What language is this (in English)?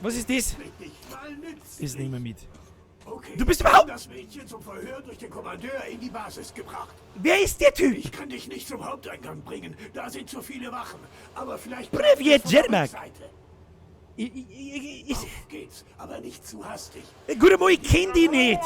Bavarian